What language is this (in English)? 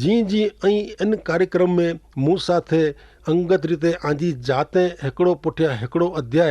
Kachhi